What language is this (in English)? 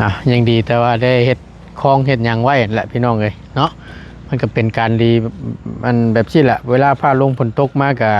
Northeastern Thai